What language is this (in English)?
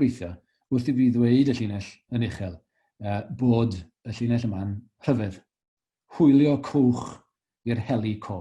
Welsh